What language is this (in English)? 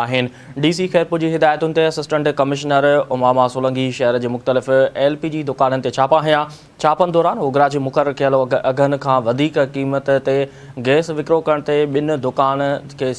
Sindhi